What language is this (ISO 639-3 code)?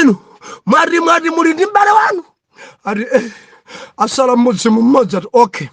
nya